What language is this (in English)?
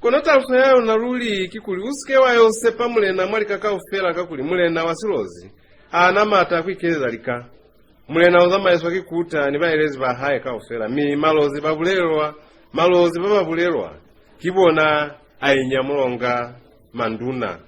Lozi